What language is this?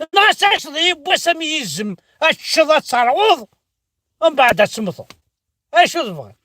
Kabyle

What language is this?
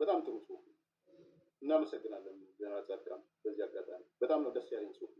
Amharic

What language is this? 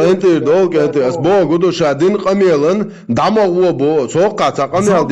Chechen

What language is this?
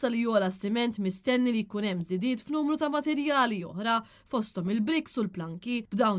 Maltese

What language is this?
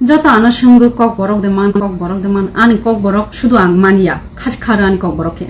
Kok Borok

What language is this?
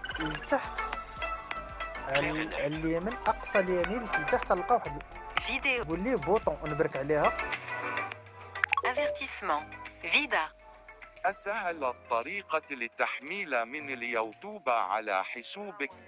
Moroccan Arabic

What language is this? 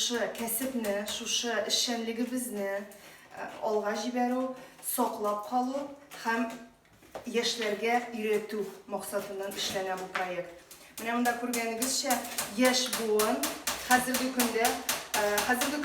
Tatar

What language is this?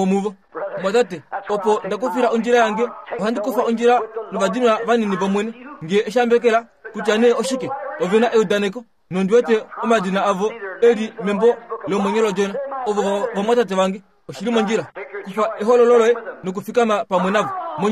Kuanyama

